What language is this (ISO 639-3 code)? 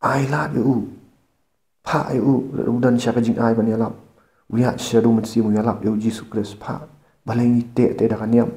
kha